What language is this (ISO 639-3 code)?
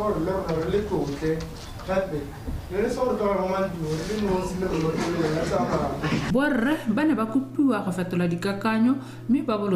tsn